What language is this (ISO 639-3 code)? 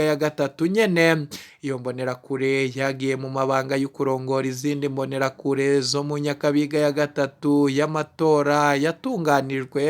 run